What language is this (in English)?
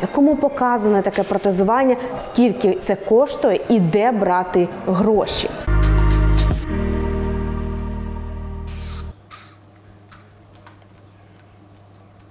Ukrainian